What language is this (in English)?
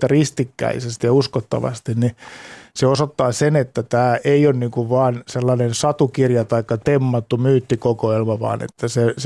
Finnish